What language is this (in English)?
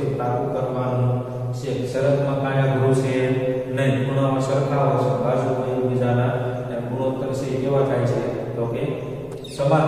Gujarati